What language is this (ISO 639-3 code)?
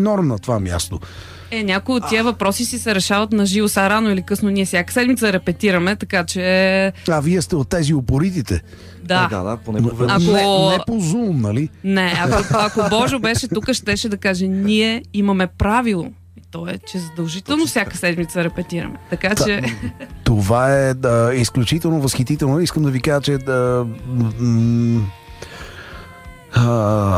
bul